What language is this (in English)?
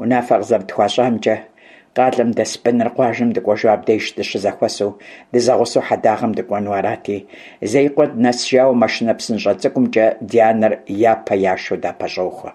Kabardian